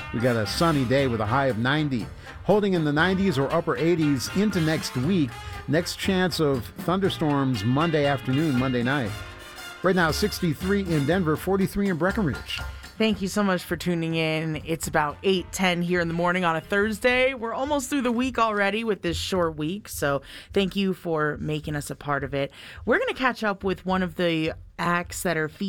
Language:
English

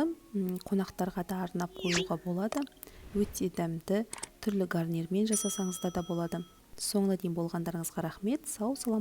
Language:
Kazakh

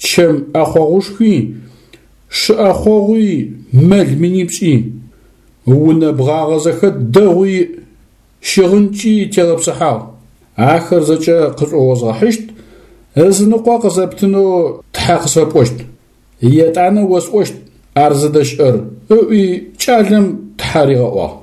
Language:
Adyghe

